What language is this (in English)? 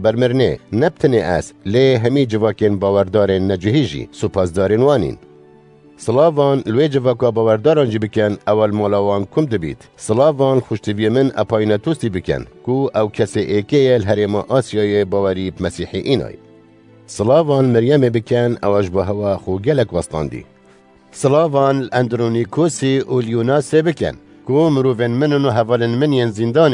Kurdish